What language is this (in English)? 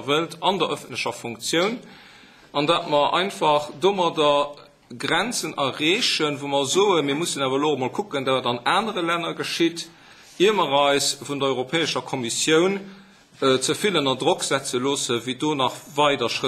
Luxembourgish